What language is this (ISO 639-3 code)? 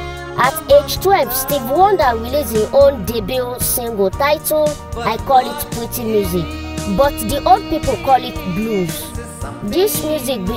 pcm